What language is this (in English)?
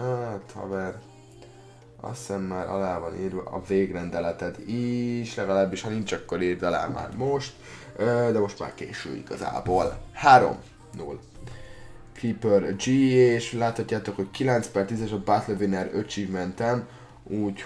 Hungarian